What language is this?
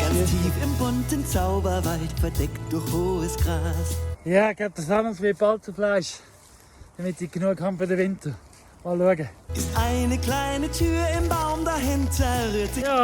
Swiss German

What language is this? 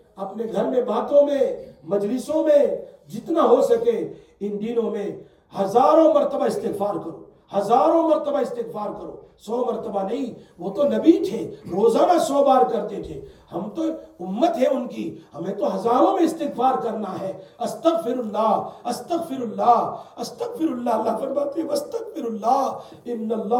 Urdu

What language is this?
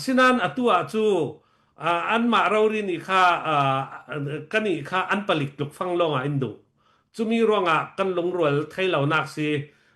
Falam Chin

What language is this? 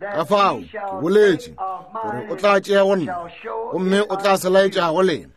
Northern Sotho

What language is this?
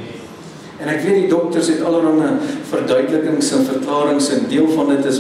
Afrikaans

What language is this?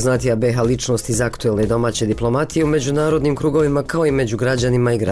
Bosnian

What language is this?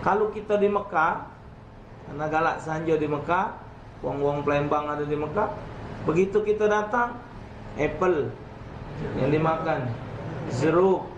Musi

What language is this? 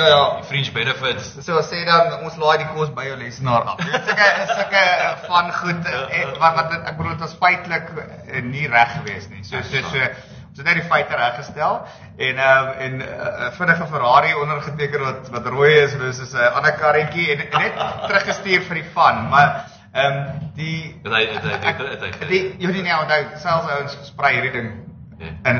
Afrikaans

